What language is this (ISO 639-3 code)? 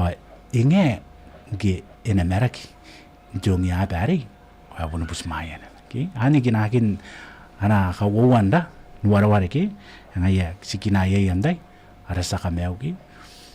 gil